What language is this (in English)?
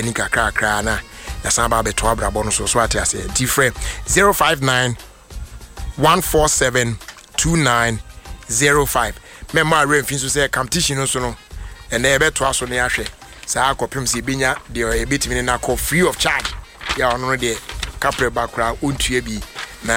Akan